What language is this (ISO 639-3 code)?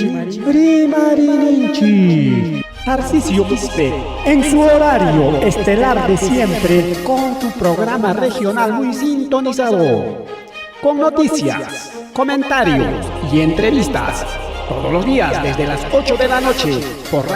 quy